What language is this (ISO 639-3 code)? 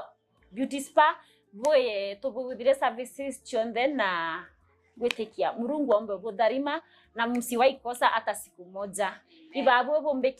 mer